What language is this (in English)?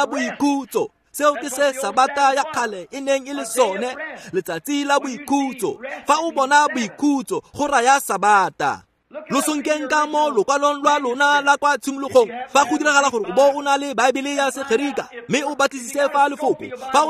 Tswana